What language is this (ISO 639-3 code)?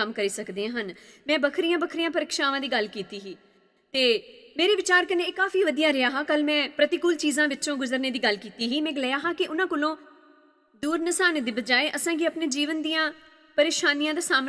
doi